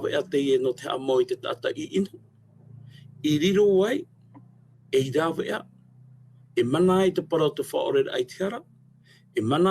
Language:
Tahitian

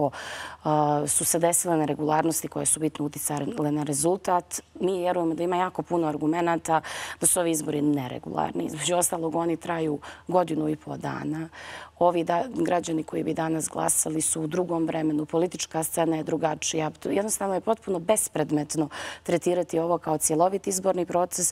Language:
Bosnian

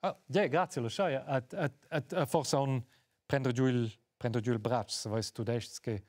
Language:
Romansh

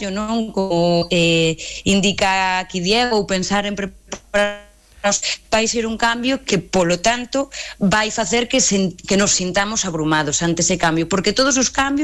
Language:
Galician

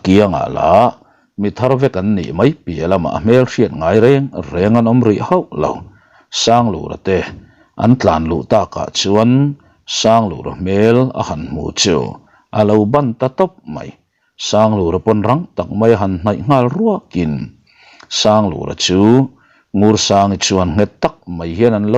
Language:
Mizo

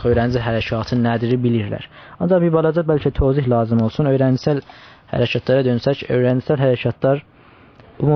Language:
South Azerbaijani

